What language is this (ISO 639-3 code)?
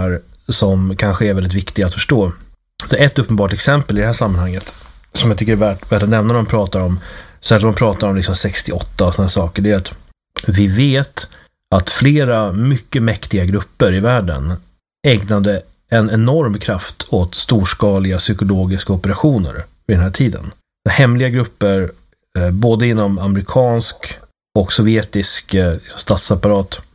swe